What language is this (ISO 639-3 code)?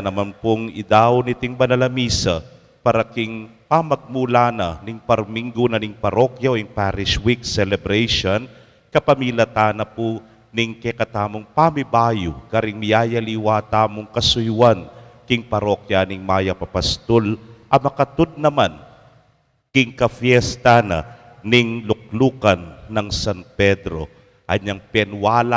pam